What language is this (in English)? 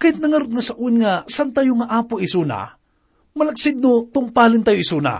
Iloko